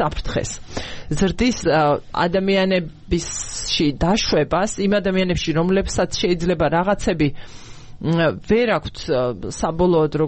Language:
Georgian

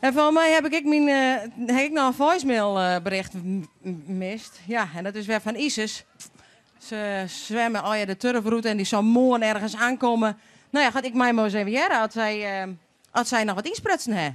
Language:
Western Frisian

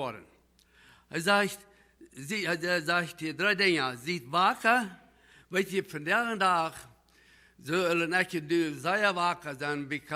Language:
Plautdietsch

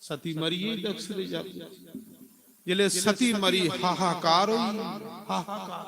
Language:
Dogri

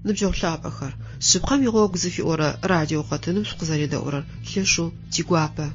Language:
Adyghe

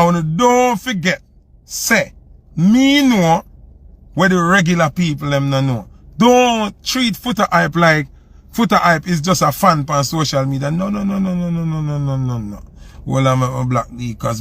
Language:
Jamaican Creole English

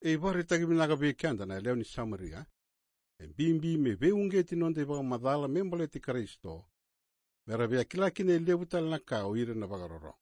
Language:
Fijian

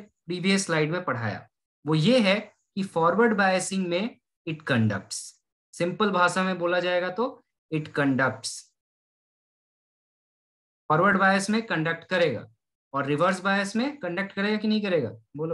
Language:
Hindi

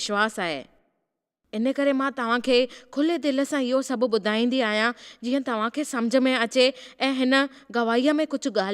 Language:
Sindhi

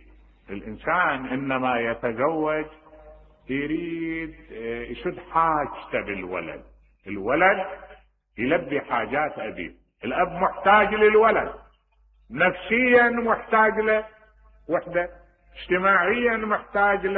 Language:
Mesopotamian Arabic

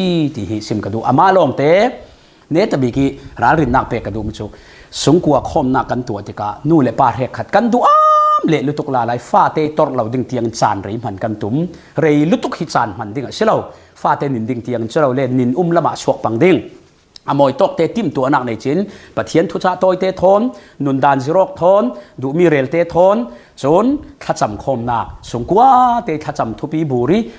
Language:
Falam Chin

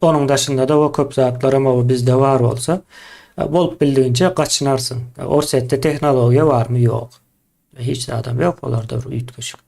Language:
Turkmen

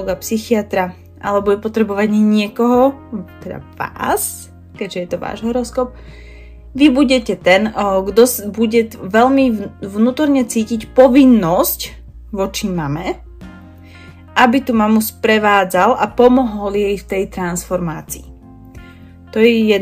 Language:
Slovak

